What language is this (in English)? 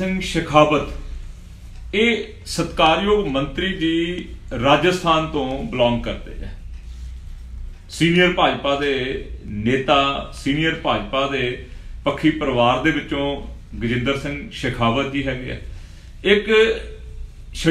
Punjabi